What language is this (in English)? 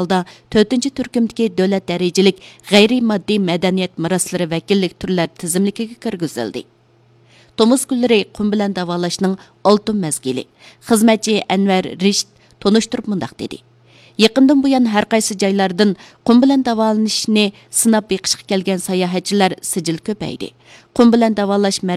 Uyghur